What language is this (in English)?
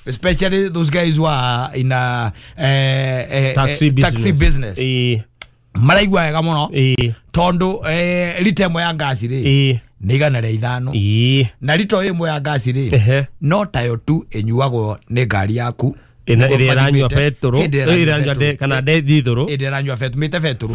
Kikuyu